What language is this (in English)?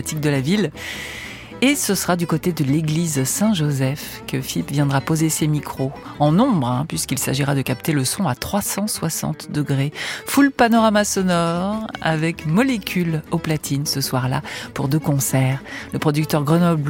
French